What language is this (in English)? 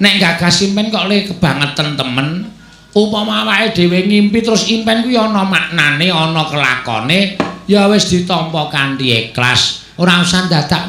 Javanese